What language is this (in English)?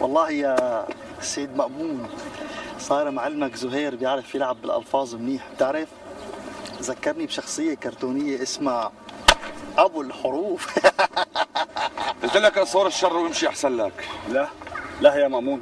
North Levantine Arabic